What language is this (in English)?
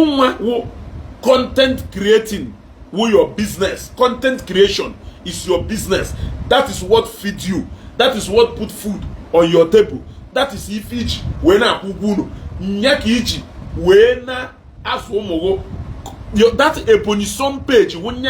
Igbo